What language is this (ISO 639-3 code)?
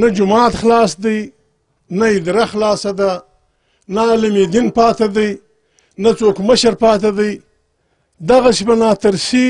pus